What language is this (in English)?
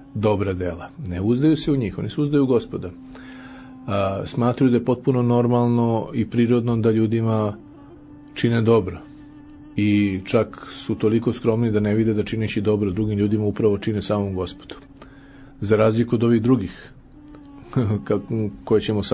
Serbian